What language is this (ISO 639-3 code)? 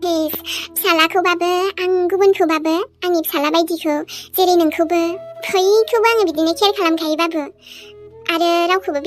brx